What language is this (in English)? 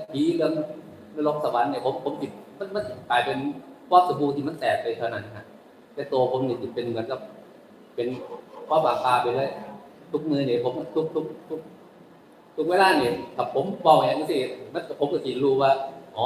Northeastern Thai